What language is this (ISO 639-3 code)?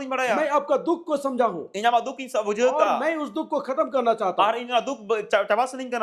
sat